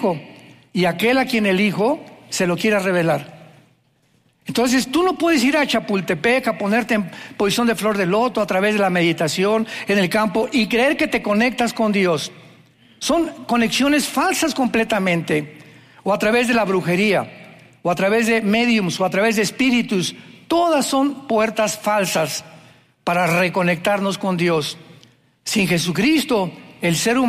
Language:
Spanish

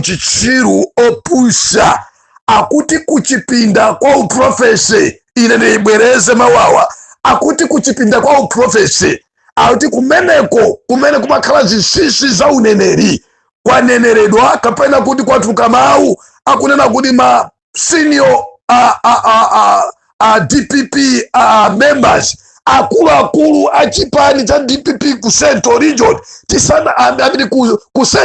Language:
Nyanja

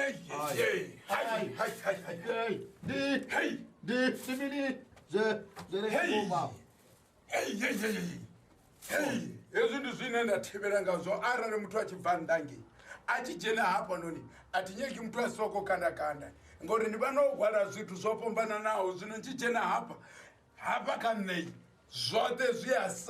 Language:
Venda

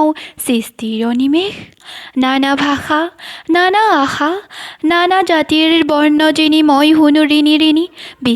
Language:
Assamese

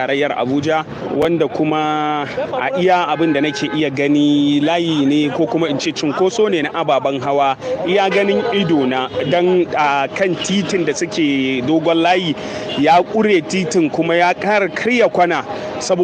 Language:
Hausa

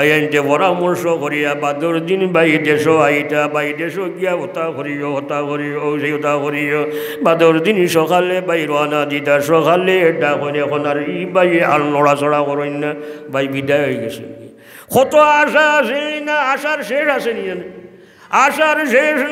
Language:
Sylheti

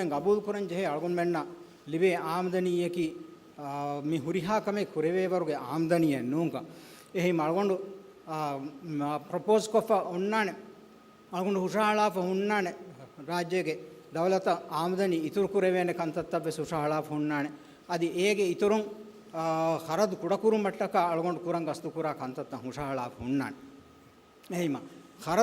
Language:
Divehi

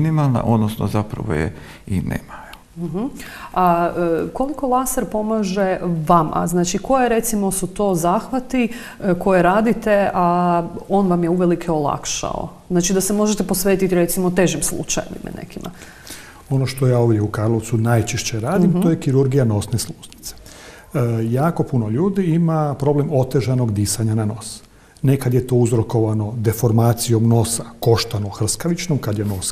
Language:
Croatian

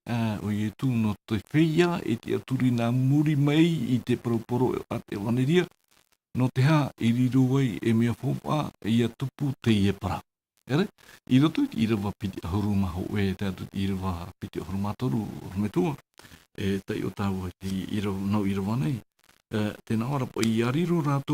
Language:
Tahitian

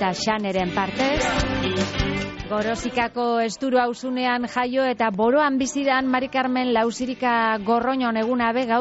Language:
Basque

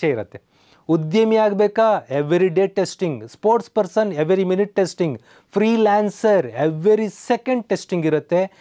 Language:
Kannada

